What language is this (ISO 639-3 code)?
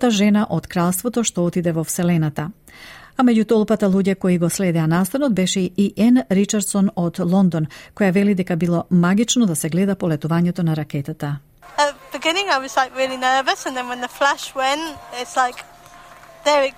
mkd